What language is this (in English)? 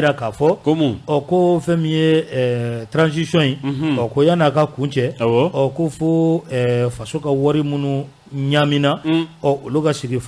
Bambara